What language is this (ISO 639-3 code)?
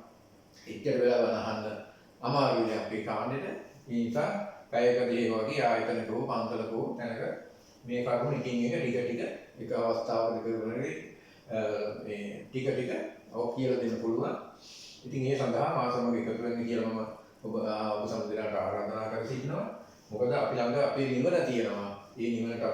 sin